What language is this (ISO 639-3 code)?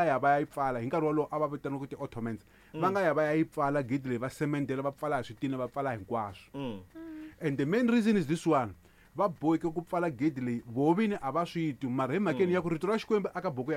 tso